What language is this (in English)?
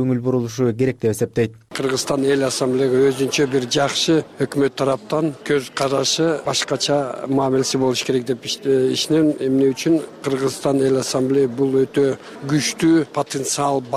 Kyrgyz